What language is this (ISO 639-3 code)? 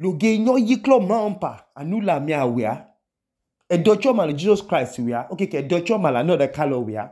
idu